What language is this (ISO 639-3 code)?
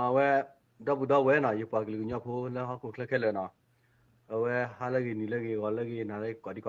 ksw